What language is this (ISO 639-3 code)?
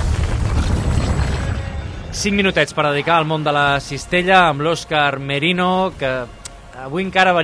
cat